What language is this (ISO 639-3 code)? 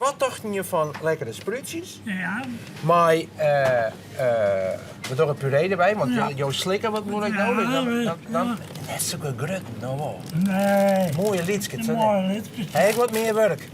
fry